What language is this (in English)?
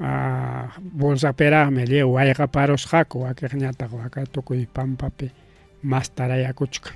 Ayacucho Quechua